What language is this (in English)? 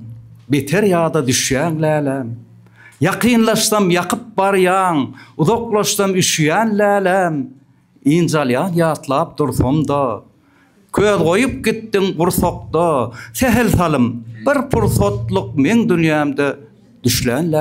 Turkmen